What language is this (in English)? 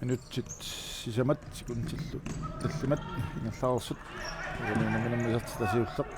Kalaallisut